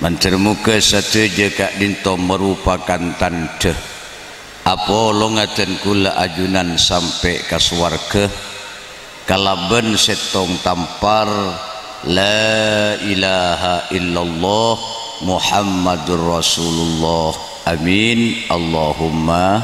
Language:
Madurese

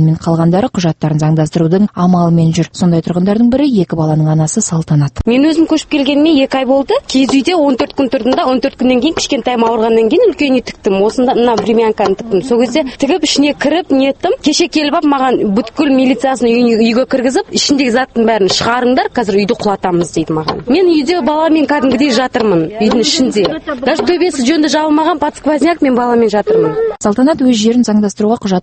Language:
Kazakh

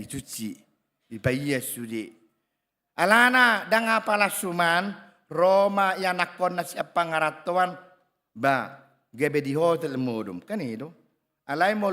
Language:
Batak Toba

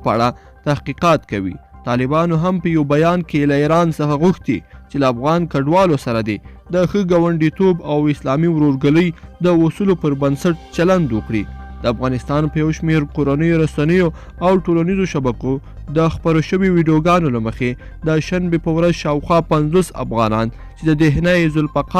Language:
Pashto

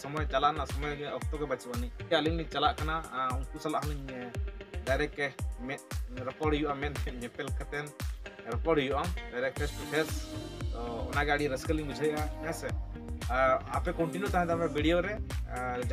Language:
Santali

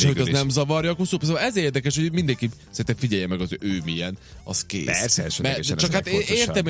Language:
Hungarian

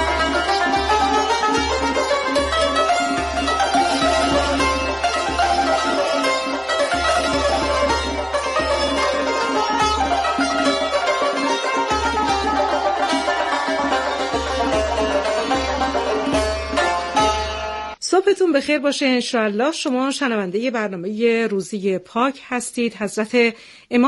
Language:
Persian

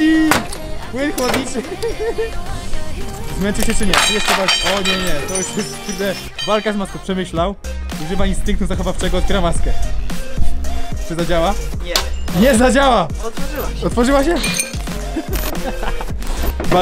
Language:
Polish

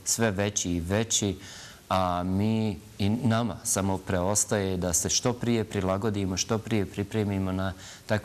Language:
Bosnian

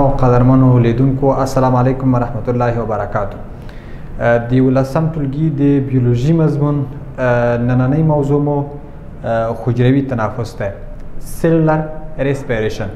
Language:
Pashto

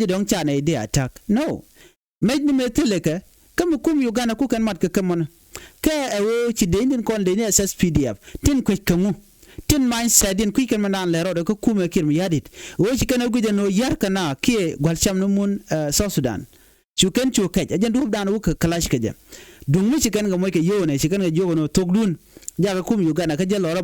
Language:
Nuer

